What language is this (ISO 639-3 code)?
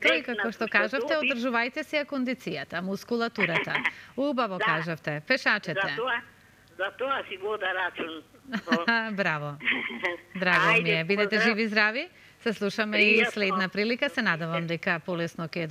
mkd